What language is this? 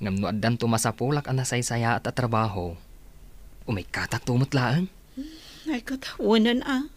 Iloko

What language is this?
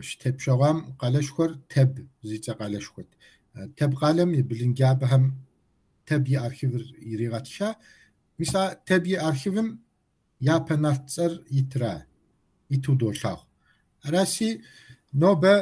Kabardian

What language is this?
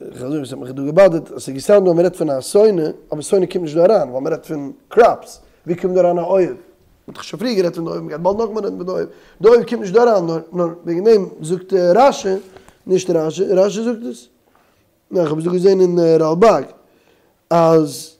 Yiddish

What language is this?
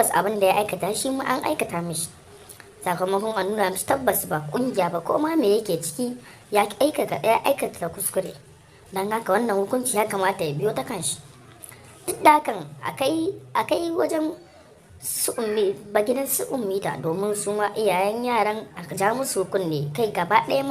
Hausa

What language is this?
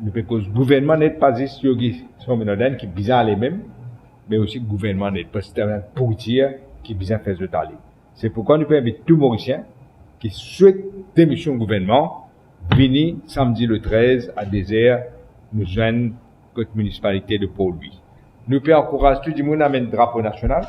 Morisyen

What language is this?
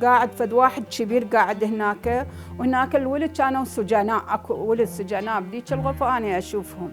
Mesopotamian Arabic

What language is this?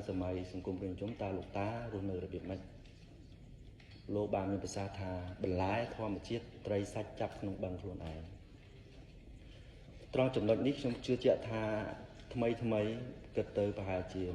Khmer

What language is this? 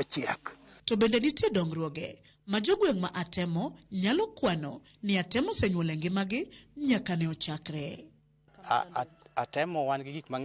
Luo (Kenya and Tanzania)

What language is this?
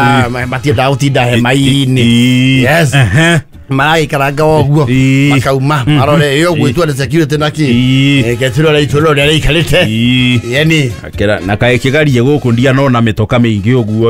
Kikuyu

